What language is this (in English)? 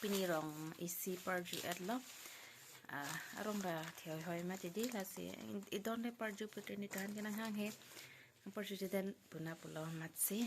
Karbi